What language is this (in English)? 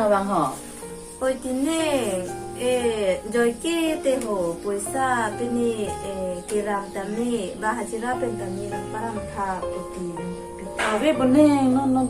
Karbi